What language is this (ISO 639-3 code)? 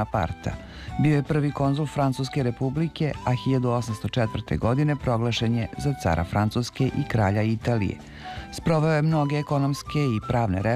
srp